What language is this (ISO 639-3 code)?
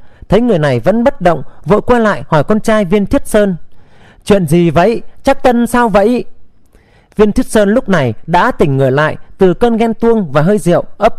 vie